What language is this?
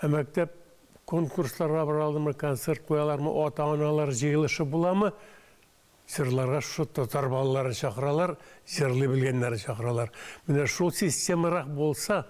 Tatar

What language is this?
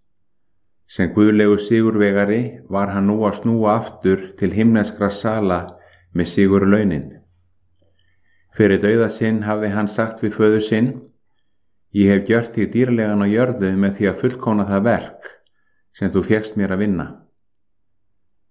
Icelandic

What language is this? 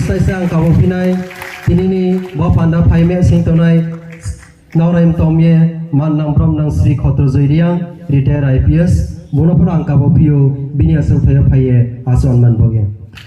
Riang (India)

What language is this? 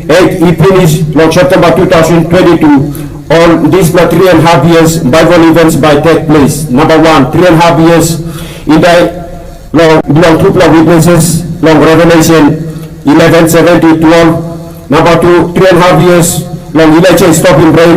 Tok Pisin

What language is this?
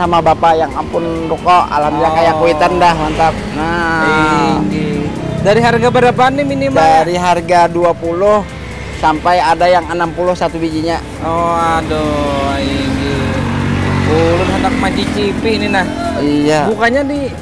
Banjar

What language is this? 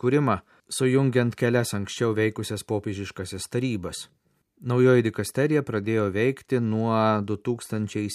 Lithuanian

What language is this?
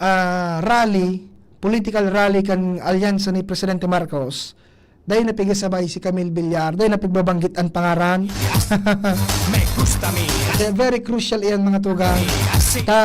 Bikol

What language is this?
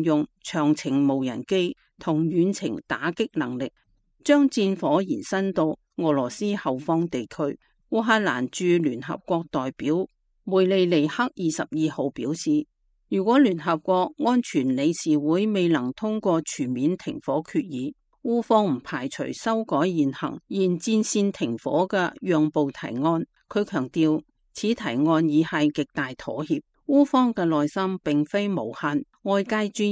Cantonese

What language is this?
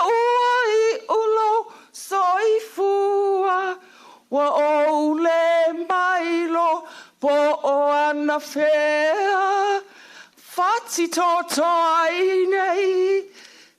Samoan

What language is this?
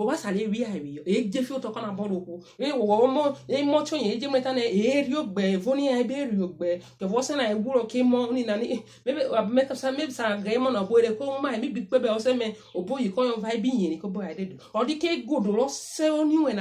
Urhobo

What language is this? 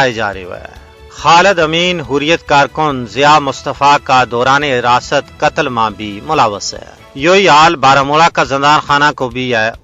Gujari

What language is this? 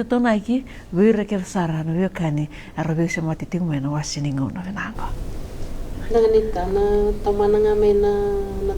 Fijian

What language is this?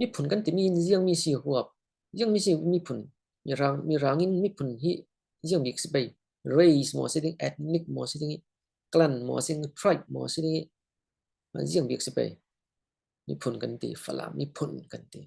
Falam Chin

